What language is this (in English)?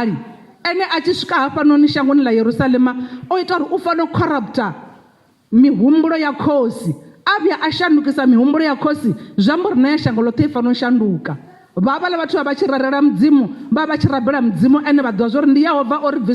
Venda